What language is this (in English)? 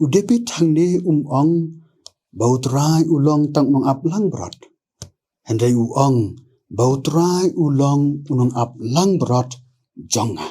Khasi